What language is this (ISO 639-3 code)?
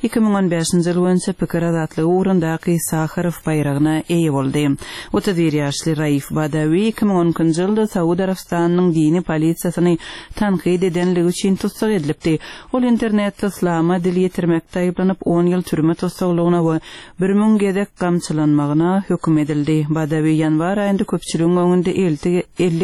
tuk